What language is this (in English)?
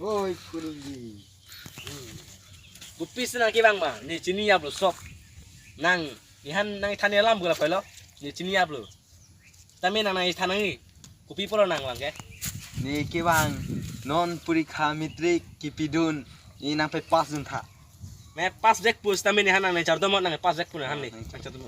Karbi